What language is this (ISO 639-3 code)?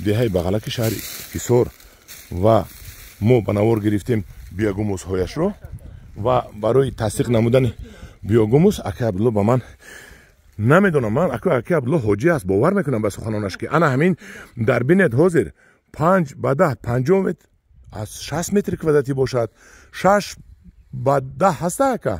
tgk